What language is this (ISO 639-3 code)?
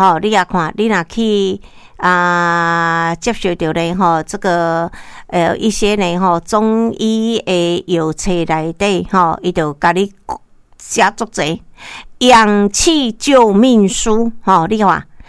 nan